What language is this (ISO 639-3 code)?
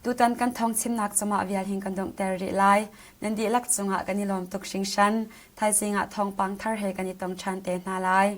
cnh